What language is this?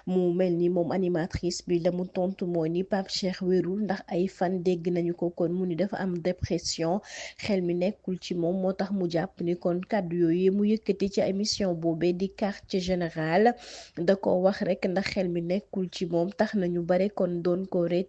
Wolof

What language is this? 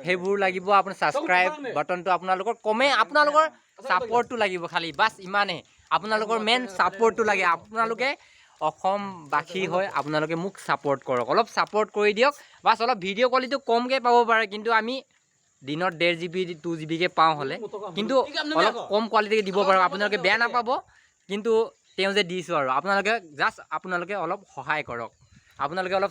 Assamese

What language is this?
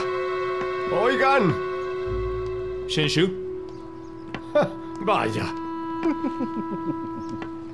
Spanish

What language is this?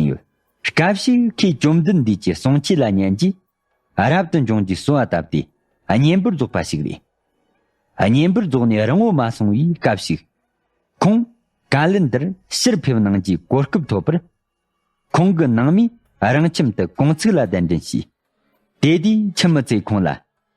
Tibetan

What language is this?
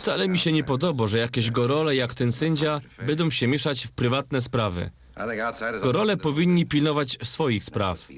Silesian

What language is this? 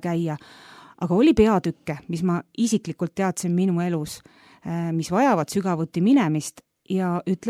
Estonian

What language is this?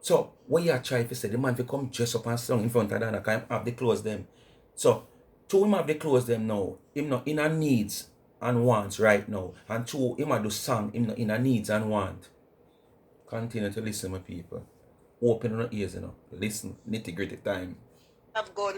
Jamaican Creole English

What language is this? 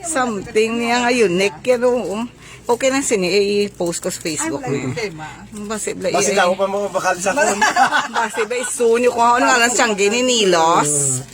Hiligaynon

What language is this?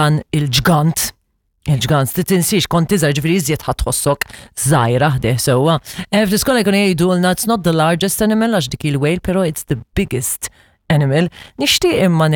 Maltese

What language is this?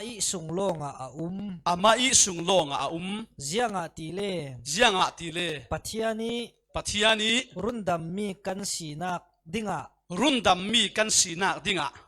Falam Chin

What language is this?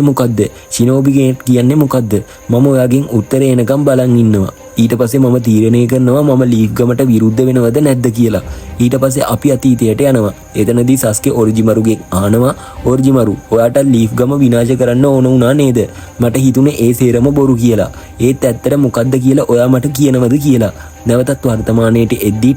Sinhala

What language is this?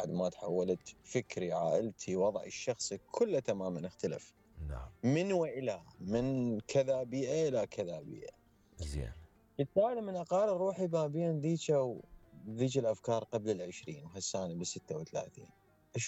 Mesopotamian Arabic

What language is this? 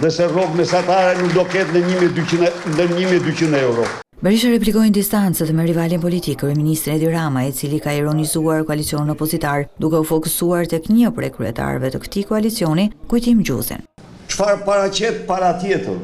Albanian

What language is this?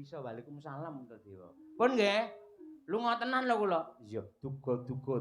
Javanese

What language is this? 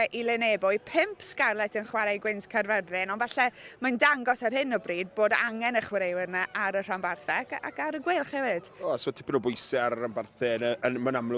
Welsh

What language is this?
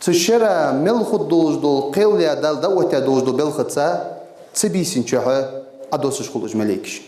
Ingush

